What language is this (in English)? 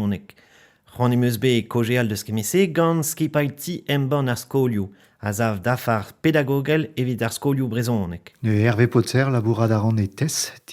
Breton